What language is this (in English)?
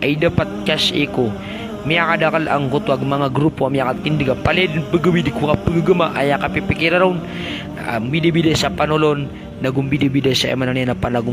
Maranao